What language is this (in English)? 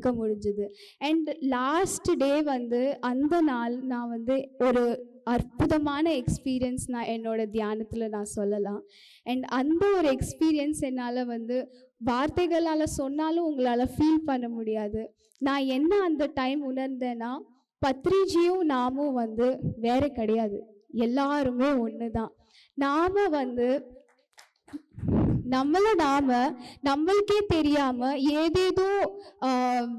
Tamil